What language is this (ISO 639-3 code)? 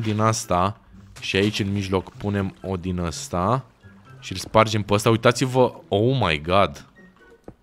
ron